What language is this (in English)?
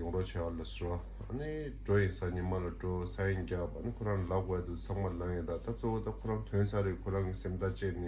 Tibetan